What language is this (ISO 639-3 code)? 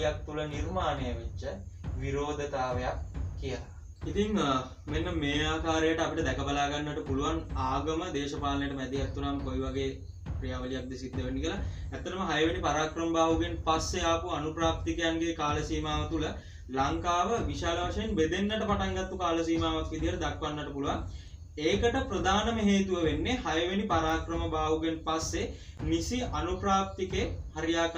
sin